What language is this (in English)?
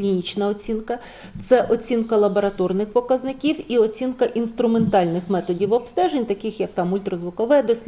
Ukrainian